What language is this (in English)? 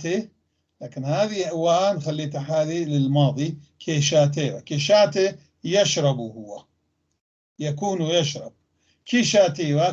North Levantine Arabic